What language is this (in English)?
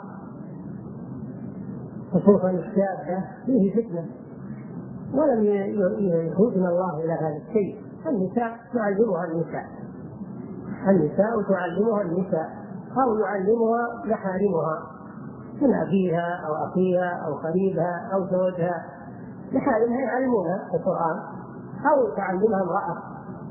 Arabic